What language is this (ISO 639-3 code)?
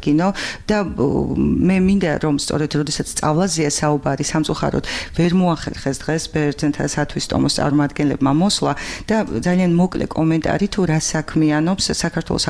kat